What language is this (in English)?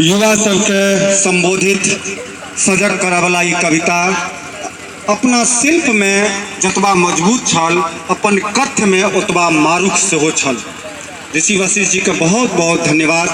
Maithili